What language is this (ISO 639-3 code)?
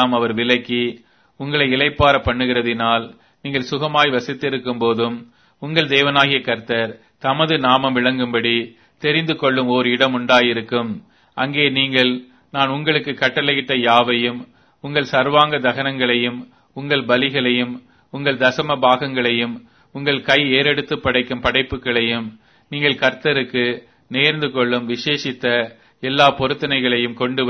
tam